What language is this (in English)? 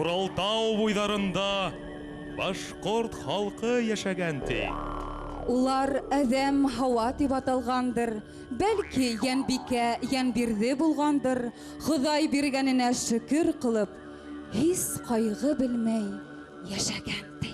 Bashkir